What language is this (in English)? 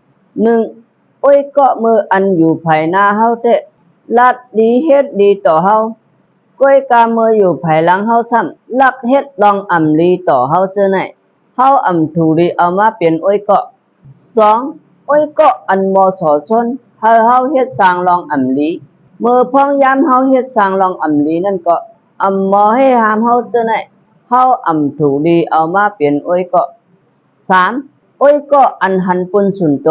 Shan